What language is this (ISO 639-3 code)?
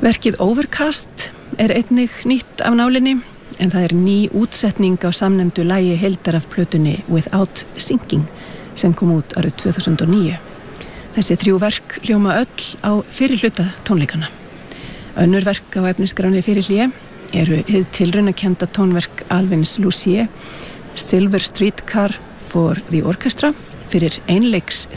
isl